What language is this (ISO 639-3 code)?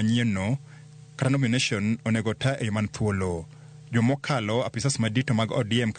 luo